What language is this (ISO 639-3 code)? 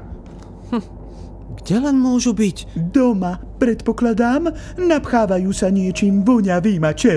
slk